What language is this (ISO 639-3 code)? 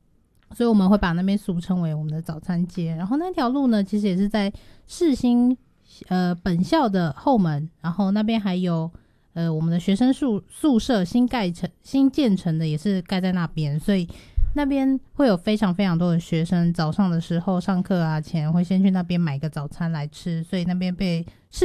zho